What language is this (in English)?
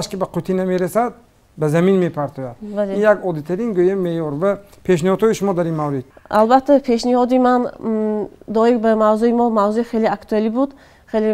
Tajik